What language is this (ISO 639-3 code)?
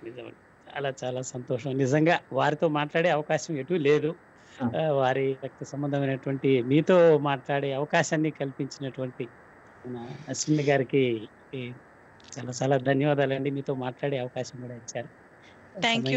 tel